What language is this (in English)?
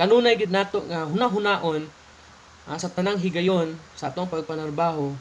Cebuano